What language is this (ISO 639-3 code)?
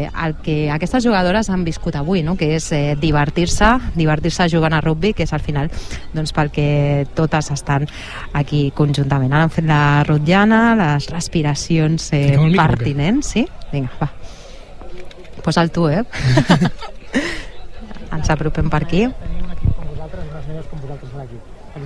cat